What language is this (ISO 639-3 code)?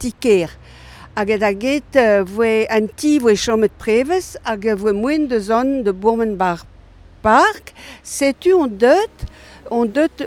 bre